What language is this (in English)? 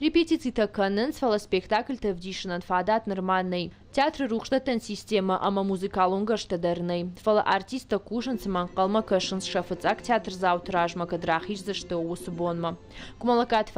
Ossetic